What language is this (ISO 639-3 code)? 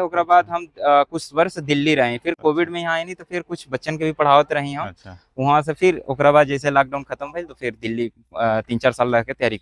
bho